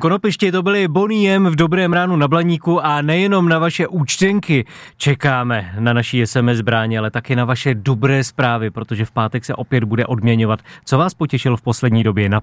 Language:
Czech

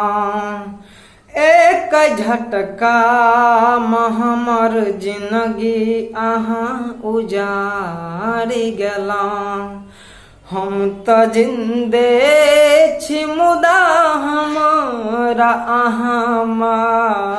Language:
Maithili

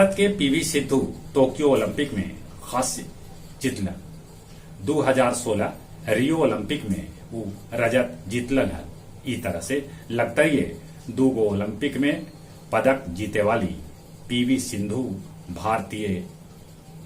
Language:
Magahi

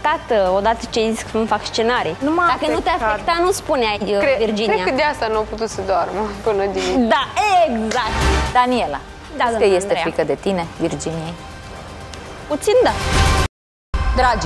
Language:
Romanian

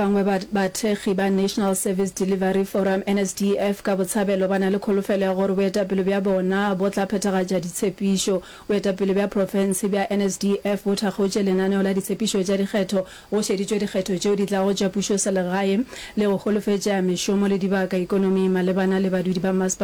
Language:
Northern Sotho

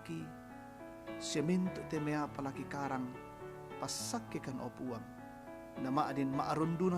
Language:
Toraja-Sa'dan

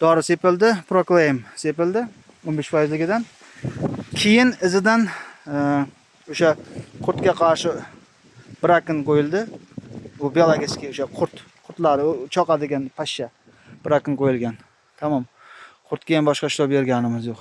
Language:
Uzbek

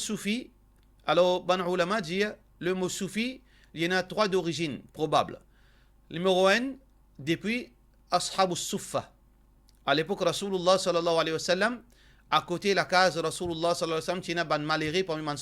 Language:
Morisyen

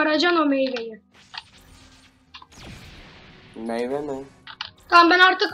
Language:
Turkish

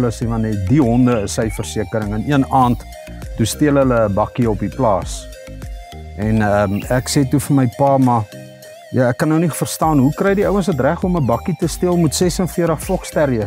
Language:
Afrikaans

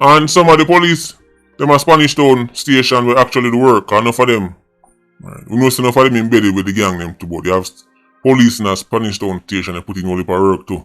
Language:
Jamaican Creole English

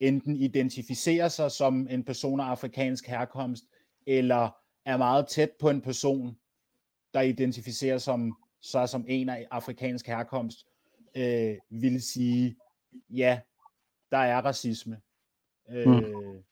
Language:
Danish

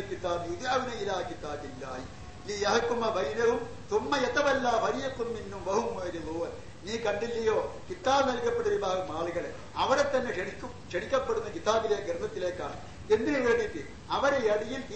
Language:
Malayalam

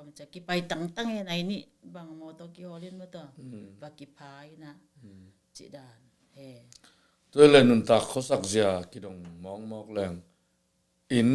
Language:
Tedim Chin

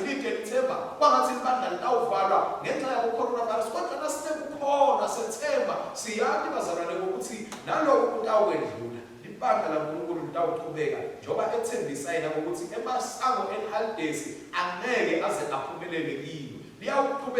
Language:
Swati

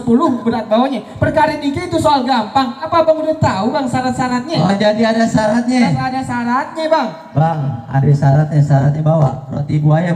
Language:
Betawi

